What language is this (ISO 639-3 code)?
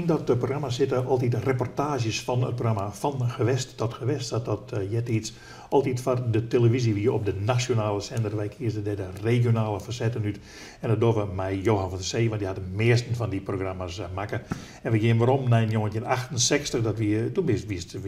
fry